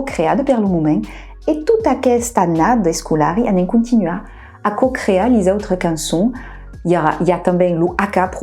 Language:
Occitan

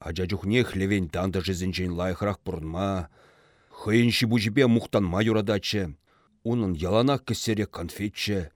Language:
Chuvash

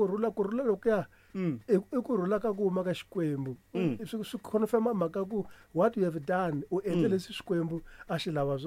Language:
Tsonga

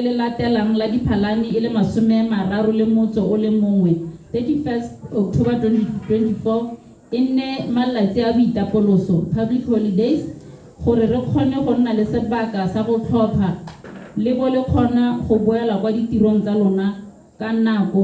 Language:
Tswana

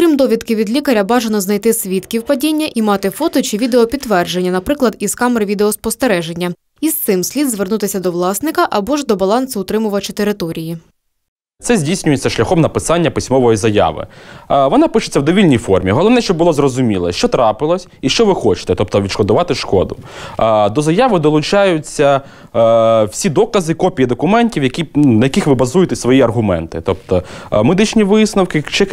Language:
Ukrainian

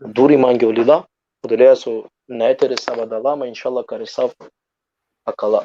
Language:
Balkan Romani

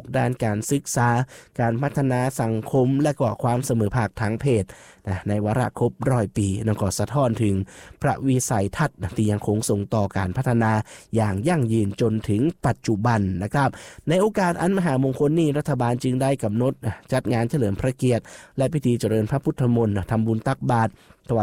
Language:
Thai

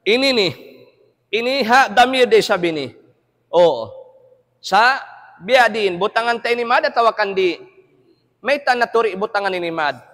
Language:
Tausug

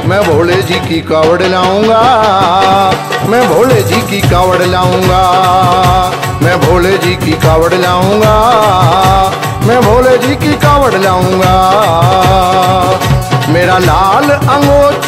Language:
Hindi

